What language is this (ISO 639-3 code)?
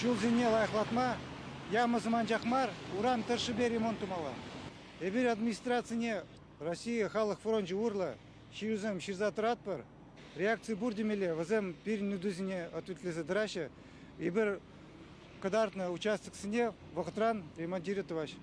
chv